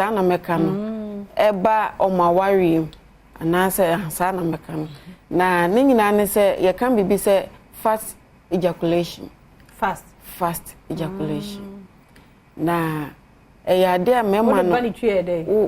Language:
Akan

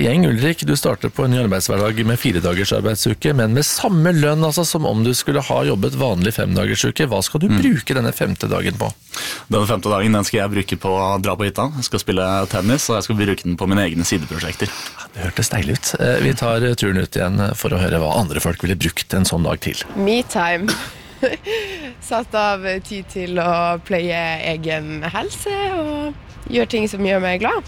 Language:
Norwegian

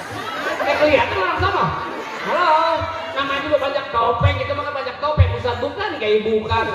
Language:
Betawi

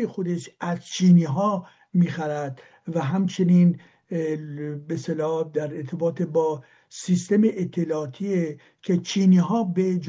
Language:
Persian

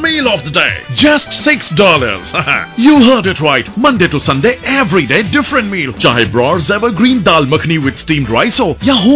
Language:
Punjabi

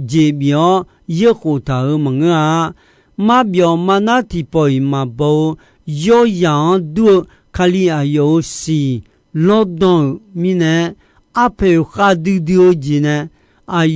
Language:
Akha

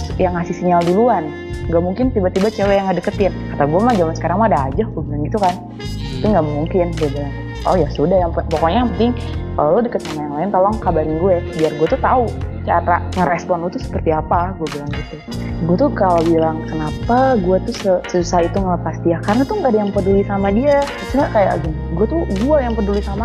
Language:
Indonesian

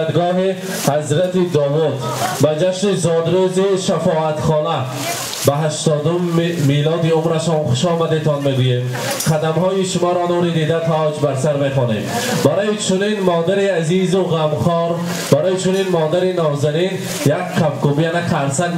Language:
Tajik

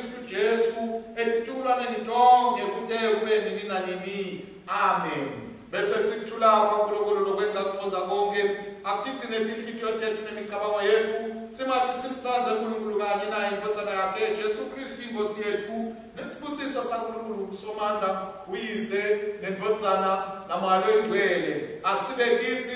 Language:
Swati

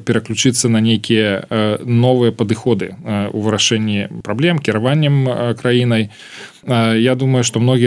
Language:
Belarusian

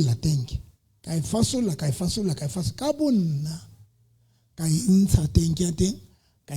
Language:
Southern Sotho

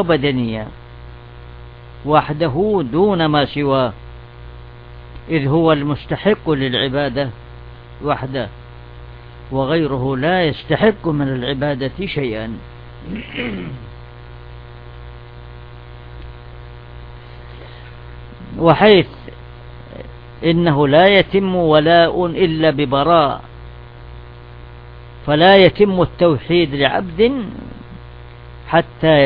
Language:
Arabic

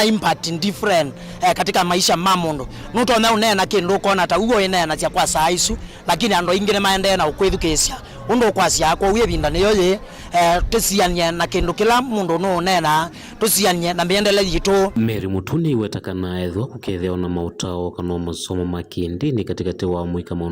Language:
Kamba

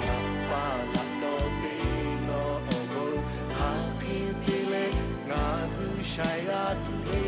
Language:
Lahu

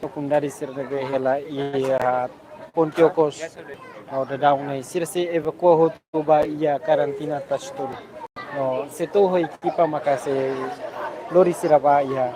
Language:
Tetum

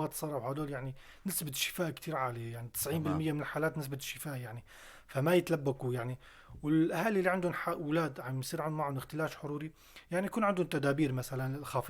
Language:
North Levantine Arabic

